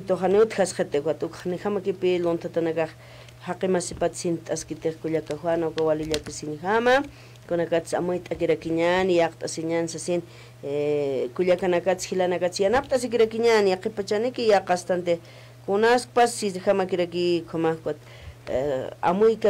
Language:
Aymara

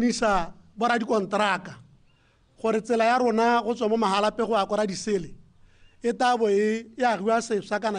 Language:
Tswana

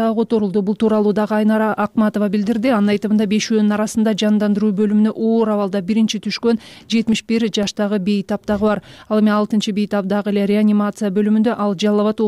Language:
Kyrgyz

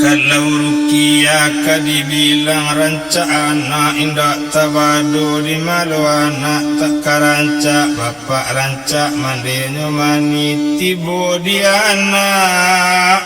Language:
Minangkabau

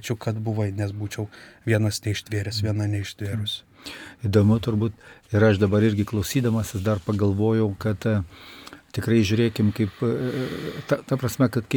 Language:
Lithuanian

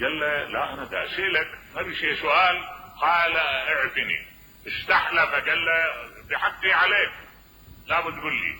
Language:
Mesopotamian Arabic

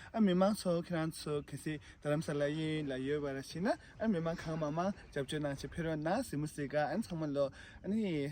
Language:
Tibetan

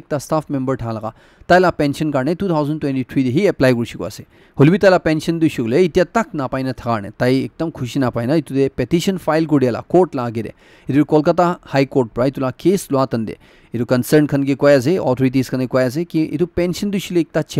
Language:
Naga Pidgin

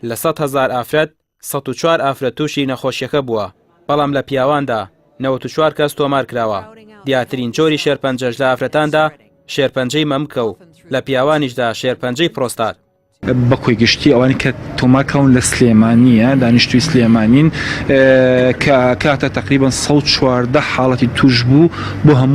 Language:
Central Kurdish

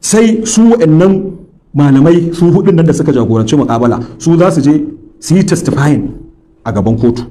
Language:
Hausa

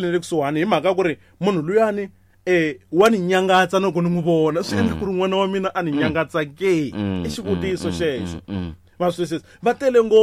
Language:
Tsonga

